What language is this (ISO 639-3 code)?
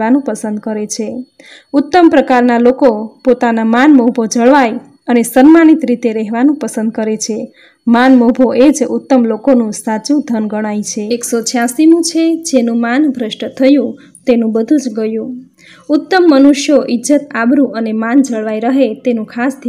guj